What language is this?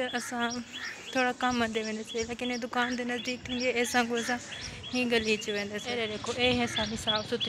Saraiki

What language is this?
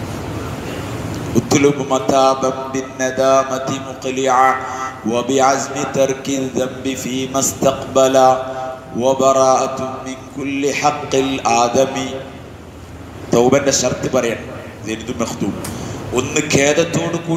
Malayalam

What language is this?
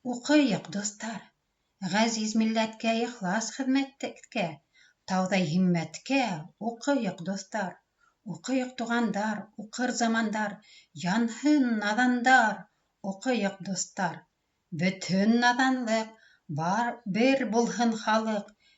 Bashkir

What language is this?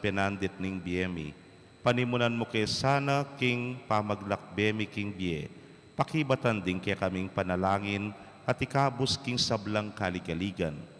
Pampanga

